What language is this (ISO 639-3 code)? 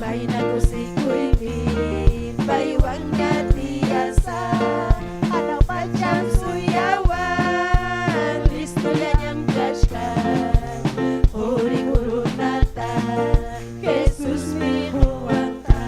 quy